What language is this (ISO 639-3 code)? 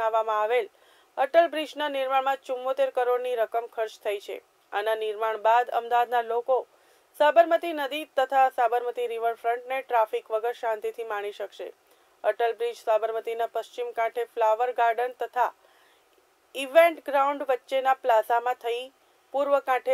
guj